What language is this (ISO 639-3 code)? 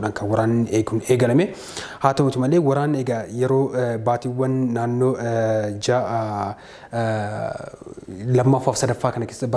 orm